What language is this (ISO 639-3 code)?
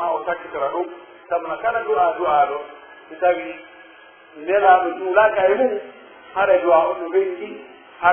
fuf